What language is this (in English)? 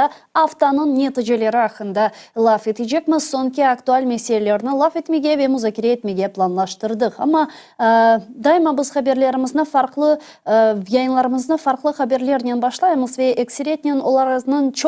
Crimean Tatar